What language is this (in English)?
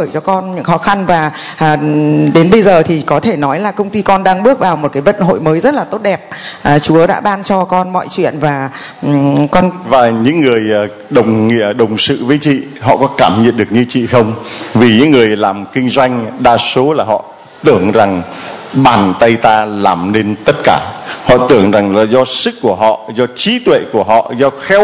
Vietnamese